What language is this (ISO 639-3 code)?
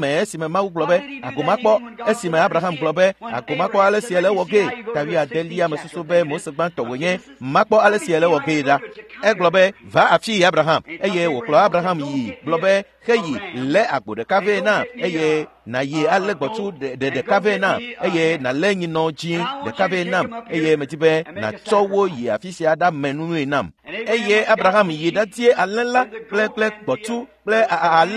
ewe